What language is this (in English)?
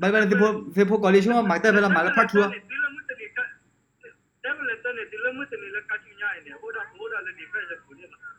S'gaw Karen